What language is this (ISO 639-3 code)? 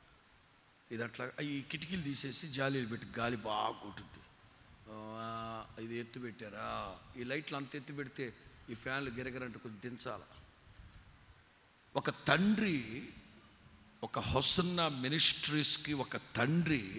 tel